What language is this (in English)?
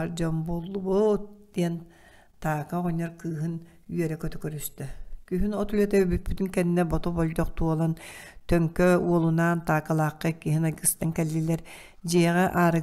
Yakut